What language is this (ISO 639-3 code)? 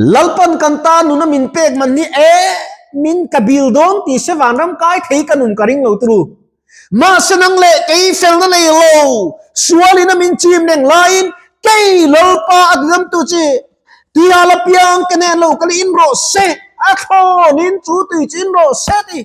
lus